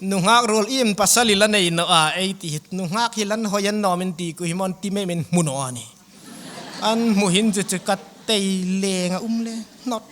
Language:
Hmar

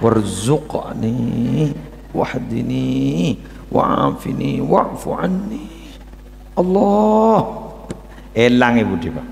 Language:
Madurese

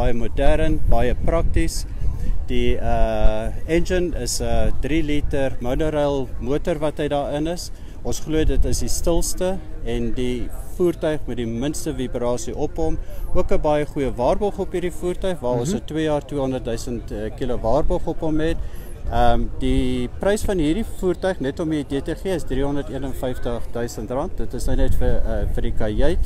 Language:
Afrikaans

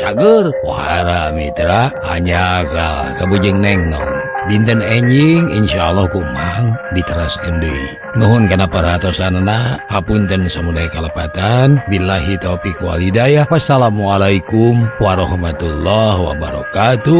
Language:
Sundanese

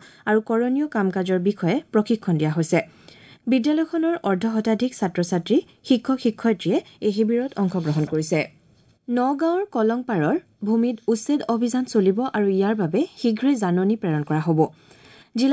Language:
Assamese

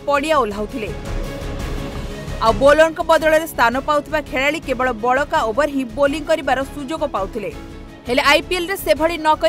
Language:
Odia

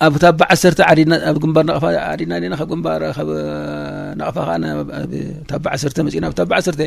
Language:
Tigrinya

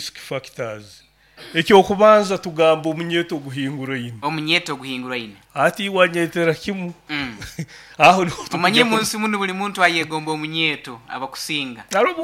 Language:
Nyoro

